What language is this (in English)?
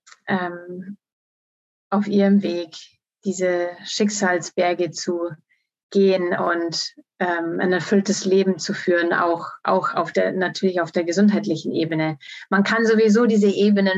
German